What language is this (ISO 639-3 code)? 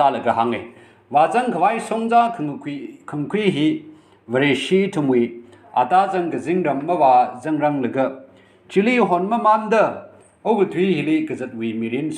nmf